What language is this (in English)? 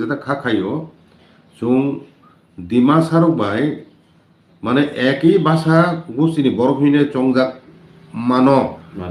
Kok Borok